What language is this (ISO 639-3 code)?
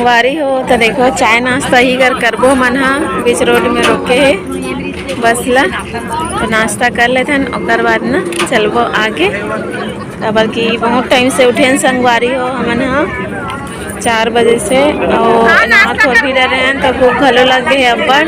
hne